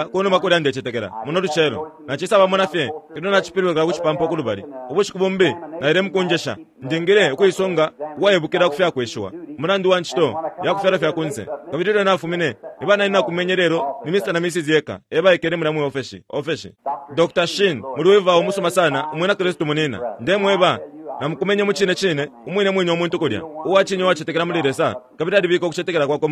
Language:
Bemba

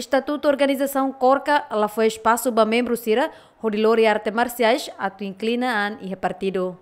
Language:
Tetum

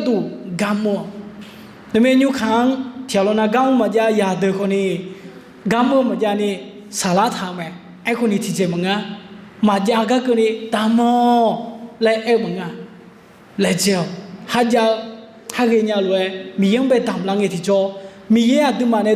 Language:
Akha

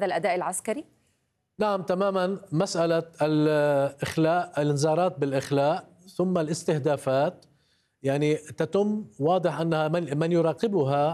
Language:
Arabic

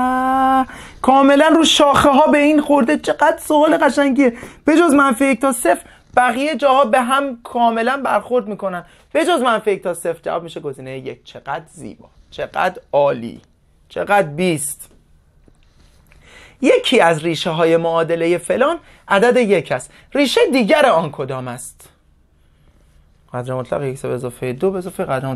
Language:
Persian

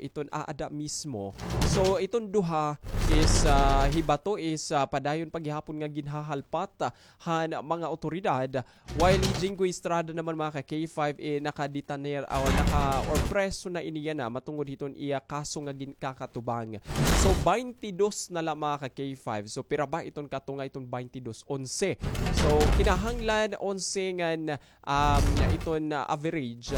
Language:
Waray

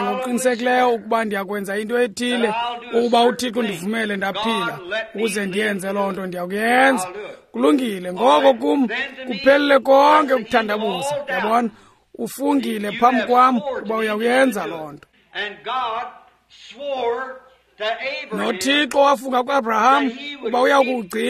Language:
Xhosa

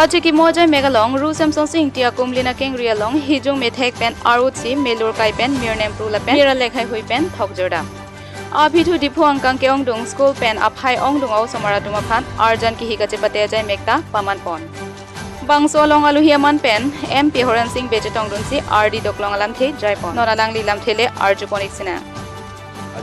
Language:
Karbi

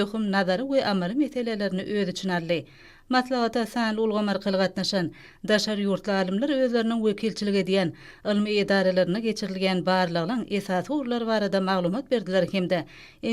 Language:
Turkmen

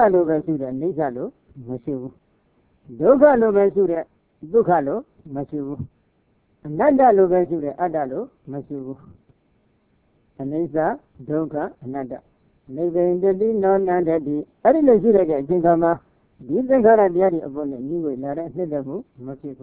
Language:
Burmese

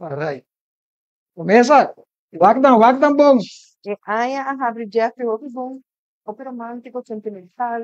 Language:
Papiamento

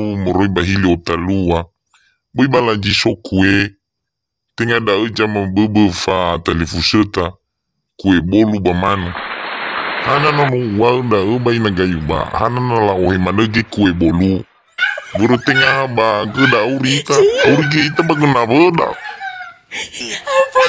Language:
Nias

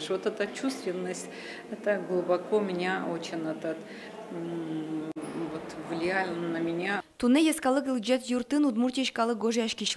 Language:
Udmurt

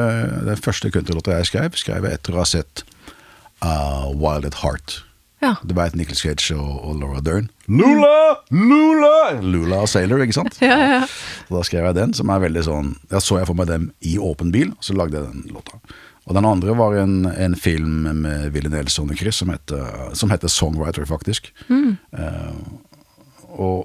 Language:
Norwegian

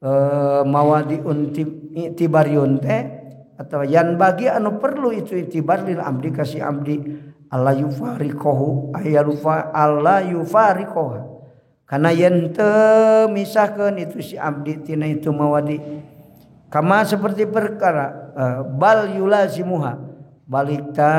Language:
Sundanese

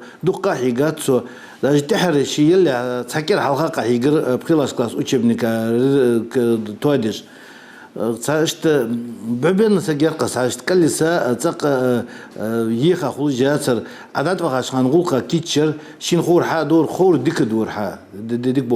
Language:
Ingush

